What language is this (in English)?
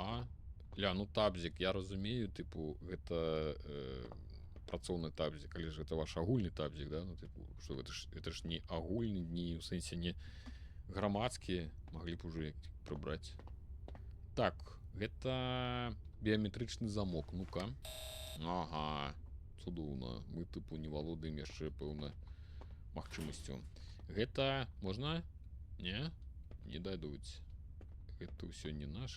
Belarusian